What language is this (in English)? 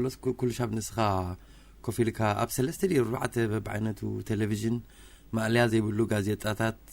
Tigrinya